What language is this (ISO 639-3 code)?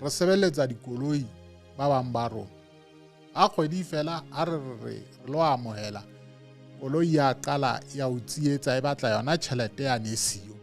sot